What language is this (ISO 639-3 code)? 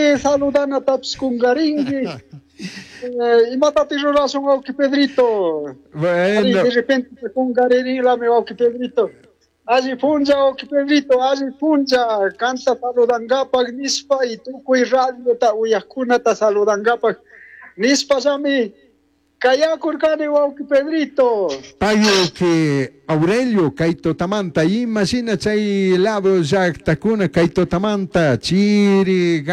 qug